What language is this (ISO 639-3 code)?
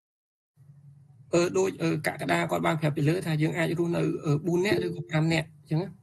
khm